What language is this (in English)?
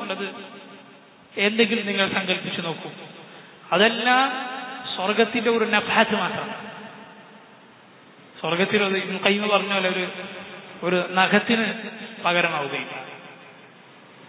Malayalam